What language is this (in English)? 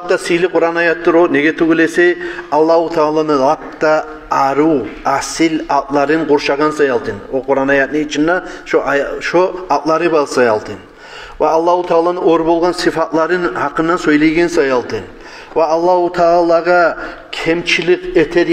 Kumyk